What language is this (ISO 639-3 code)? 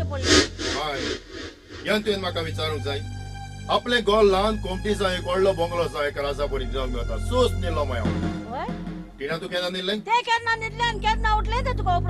kok